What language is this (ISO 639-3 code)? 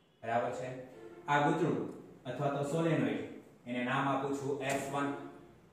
guj